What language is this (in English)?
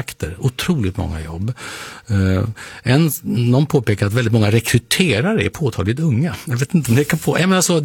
Swedish